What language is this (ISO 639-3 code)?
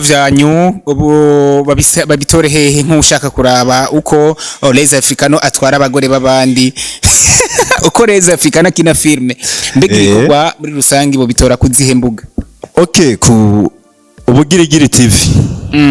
run